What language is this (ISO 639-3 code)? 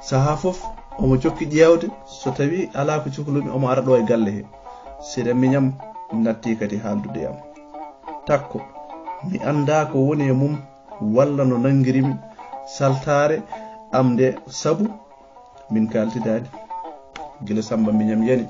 ful